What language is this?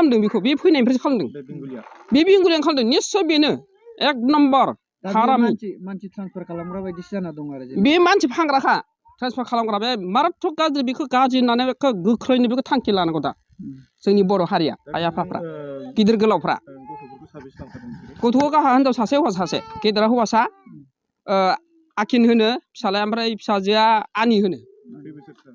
Bodo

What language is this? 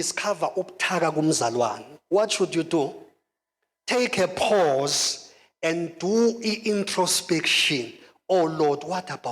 Zulu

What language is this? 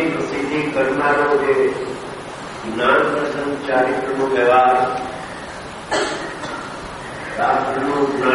Gujarati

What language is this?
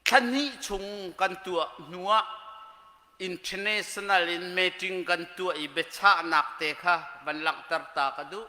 Hakha Chin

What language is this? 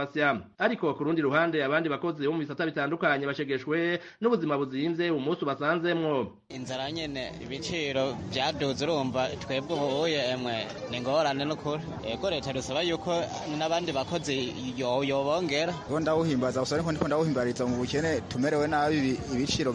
Rundi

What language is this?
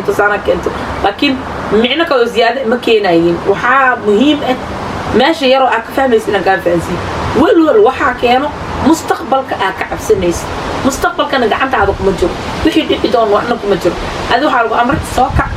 Somali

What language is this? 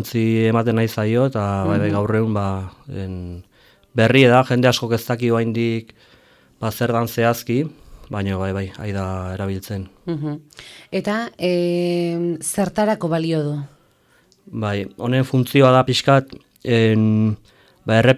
Basque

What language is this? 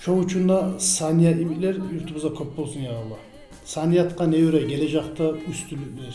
Kumyk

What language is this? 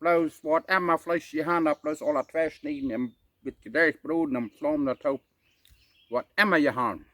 Plautdietsch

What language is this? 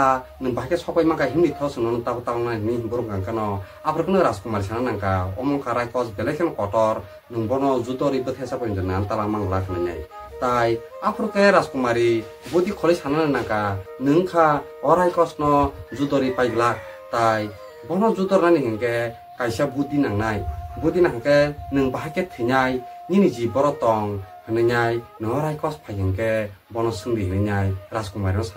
Kok Borok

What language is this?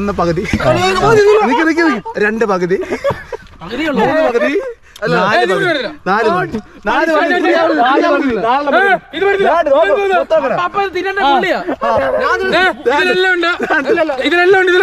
Malayalam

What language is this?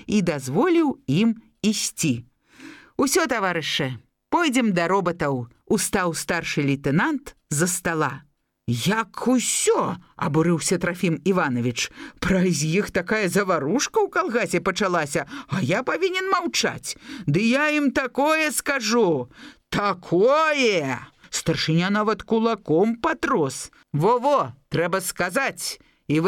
Belarusian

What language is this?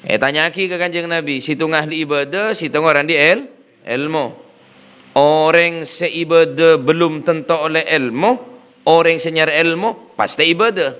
Madurese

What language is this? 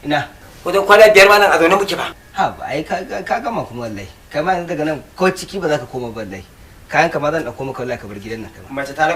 Hausa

